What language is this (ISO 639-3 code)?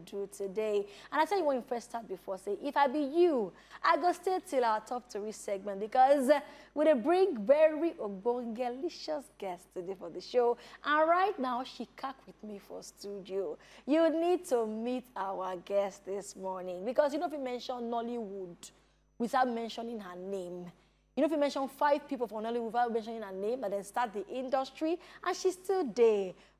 pcm